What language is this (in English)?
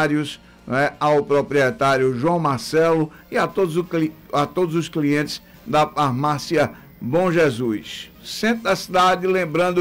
Portuguese